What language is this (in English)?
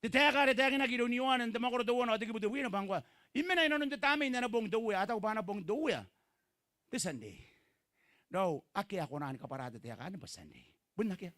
Gilbertese